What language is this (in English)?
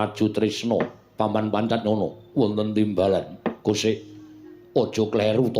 Javanese